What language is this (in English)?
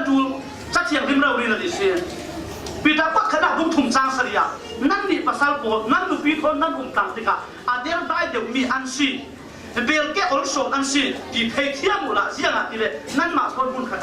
Falam Chin